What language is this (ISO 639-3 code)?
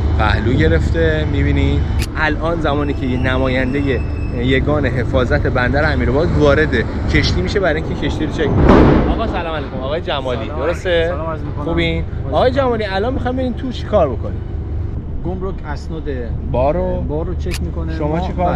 fas